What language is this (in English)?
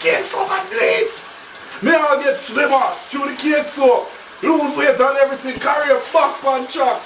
Jamaican Creole English